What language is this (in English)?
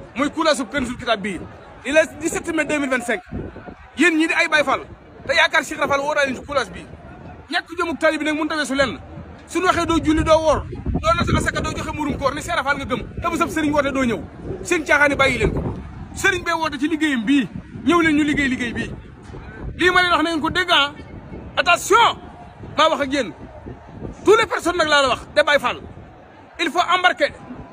Wolof